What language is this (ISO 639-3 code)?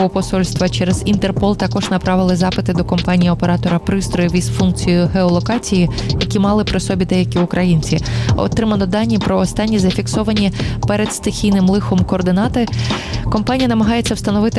ukr